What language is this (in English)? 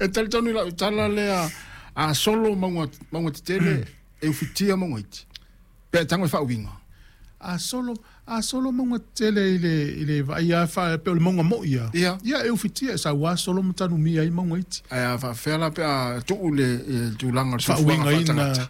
Samoan